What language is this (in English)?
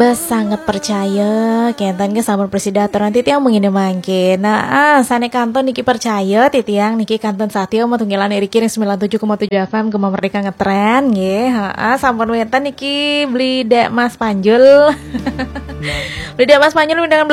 Balinese